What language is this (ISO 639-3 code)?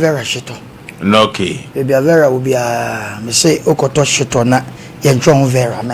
aka